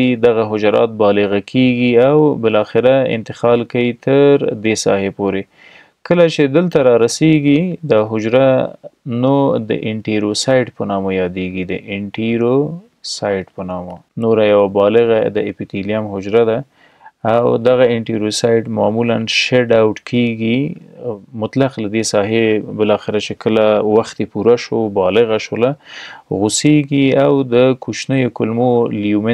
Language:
Pashto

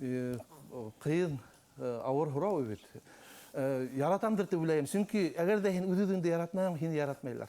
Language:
Bashkir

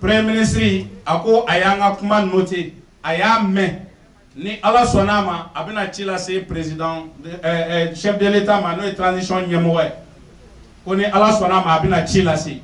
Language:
Bambara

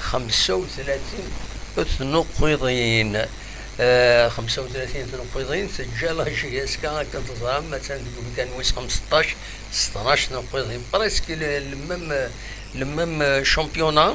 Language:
Kabyle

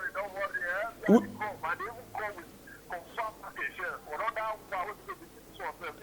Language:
Nigerian Pidgin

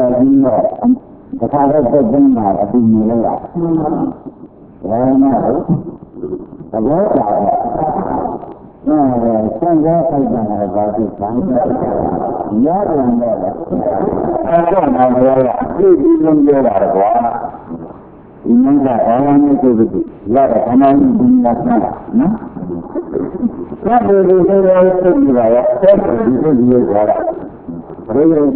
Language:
Burmese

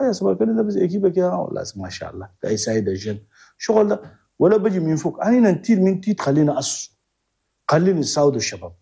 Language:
Chadian Arabic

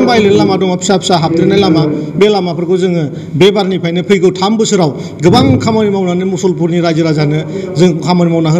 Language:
Bodo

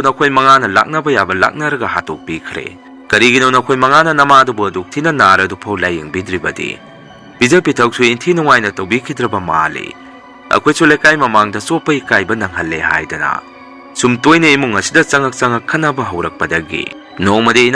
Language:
Manipuri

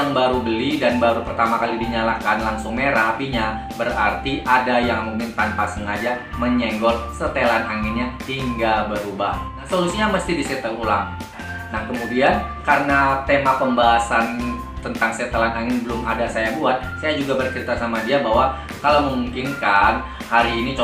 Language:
Indonesian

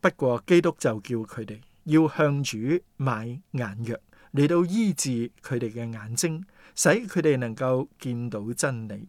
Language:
Cantonese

